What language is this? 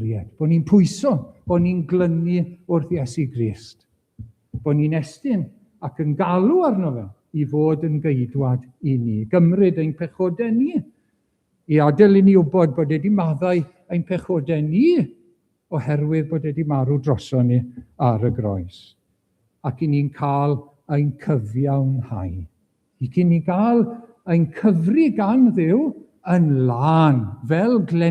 Welsh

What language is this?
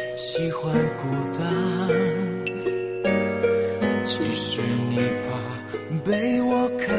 Chinese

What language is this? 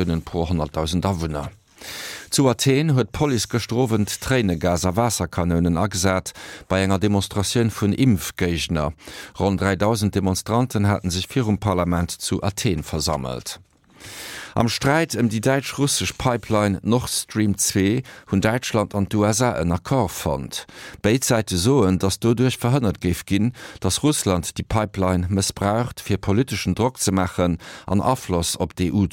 Luxembourgish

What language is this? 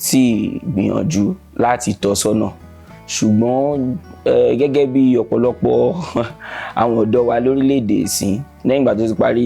Yoruba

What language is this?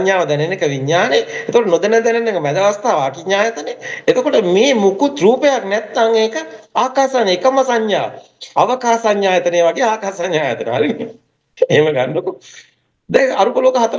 Sinhala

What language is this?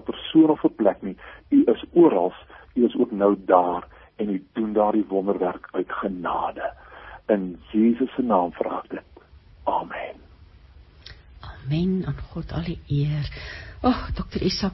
Afrikaans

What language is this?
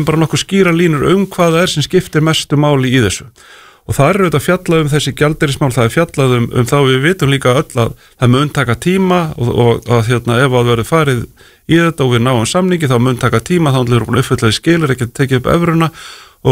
Icelandic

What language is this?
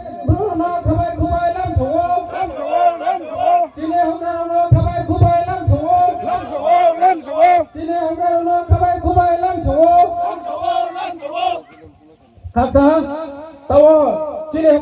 Riang (India)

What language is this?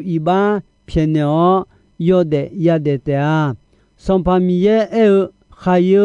Akha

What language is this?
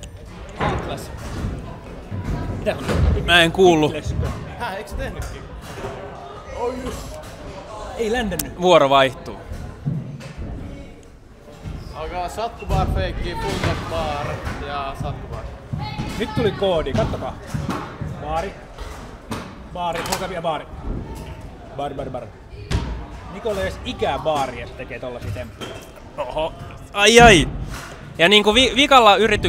Finnish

